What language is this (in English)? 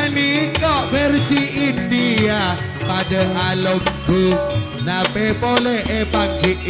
Madurese